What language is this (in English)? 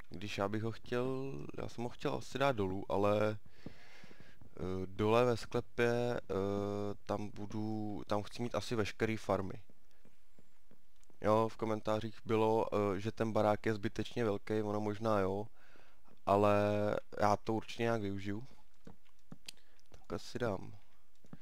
Czech